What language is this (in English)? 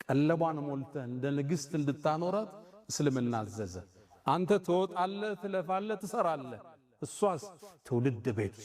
Amharic